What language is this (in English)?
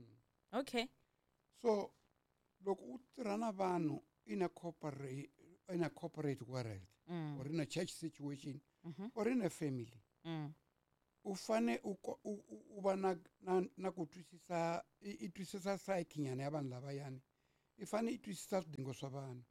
Tsonga